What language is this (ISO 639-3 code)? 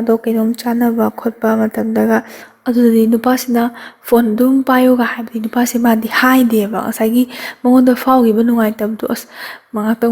mni